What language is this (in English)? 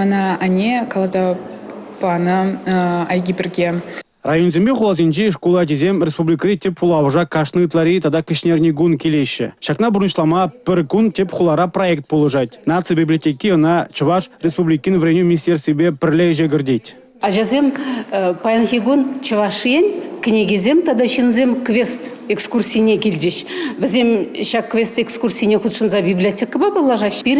Chuvash